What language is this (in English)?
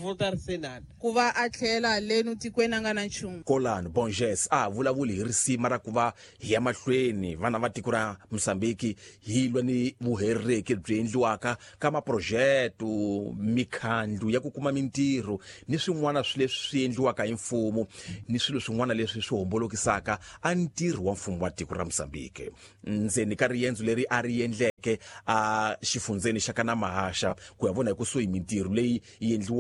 Tsonga